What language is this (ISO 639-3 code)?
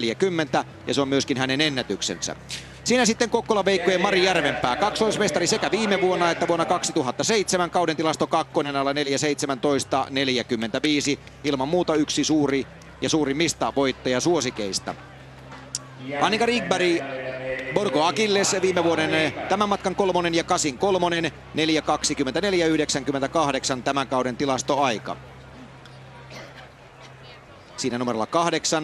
fin